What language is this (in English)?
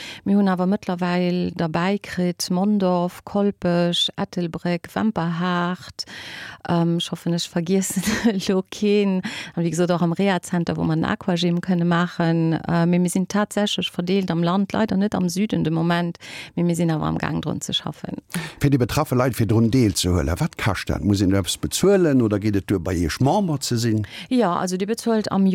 Luxembourgish